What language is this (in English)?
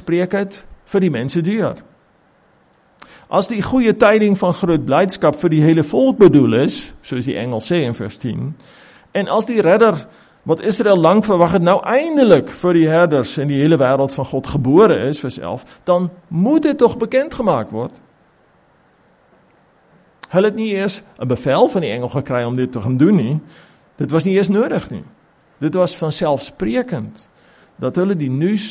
Afrikaans